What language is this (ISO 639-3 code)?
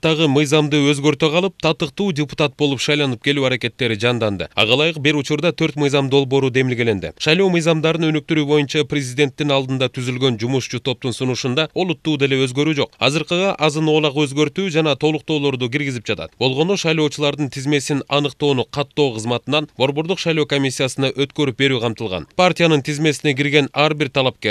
kir